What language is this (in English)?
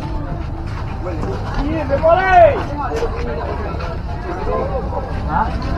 Malay